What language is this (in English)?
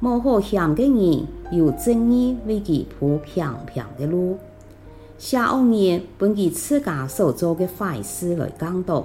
Hakka Chinese